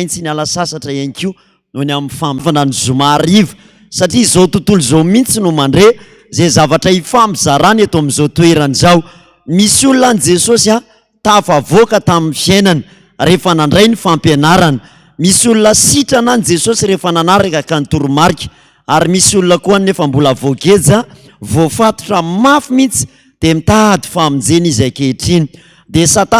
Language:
Malagasy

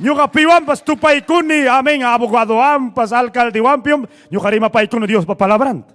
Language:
Ayacucho Quechua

